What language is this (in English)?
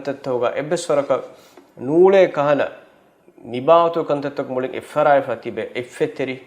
Divehi